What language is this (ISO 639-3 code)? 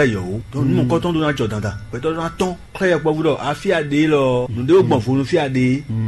fon